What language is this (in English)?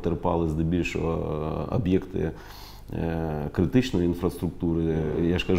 Ukrainian